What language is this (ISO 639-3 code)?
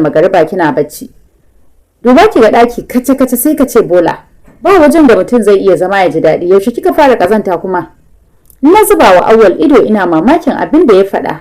hau